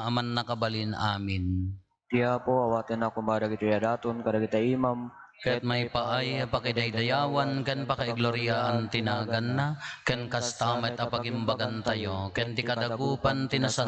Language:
Iloko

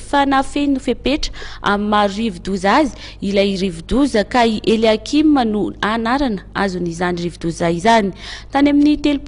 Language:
Malagasy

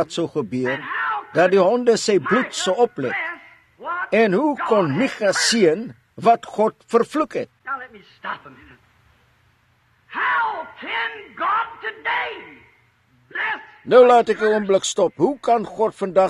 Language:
Afrikaans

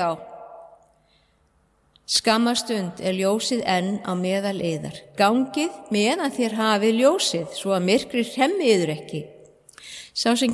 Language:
Icelandic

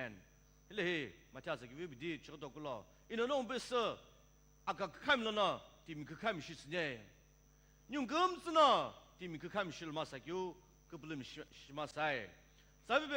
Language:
Sumi Naga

